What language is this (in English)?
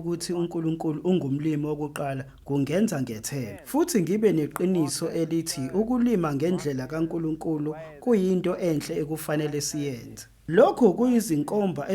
Zulu